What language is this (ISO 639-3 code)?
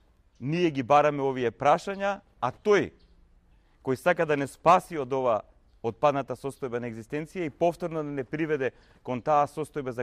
mkd